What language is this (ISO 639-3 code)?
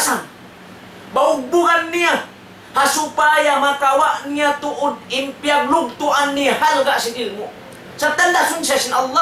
tsg